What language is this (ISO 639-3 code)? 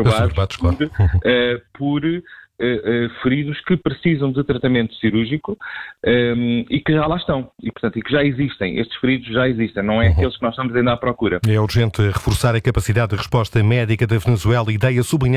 por